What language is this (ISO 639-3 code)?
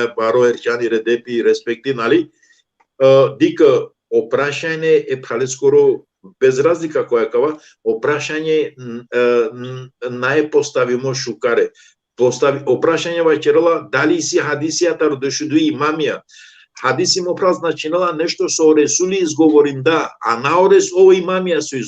rmn